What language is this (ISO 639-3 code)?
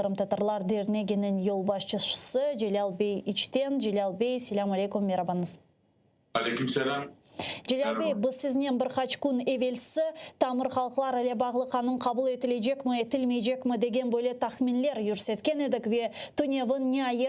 crh